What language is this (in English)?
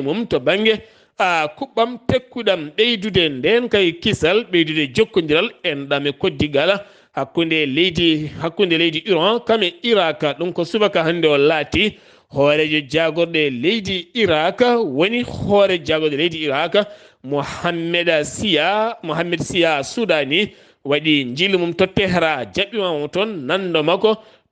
Fula